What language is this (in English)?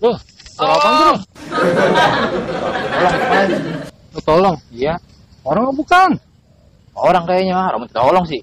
Betawi